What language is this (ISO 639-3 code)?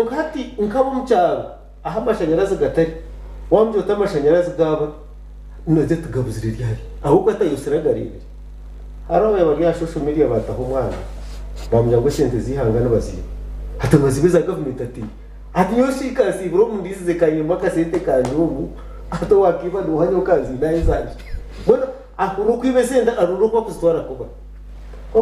nyn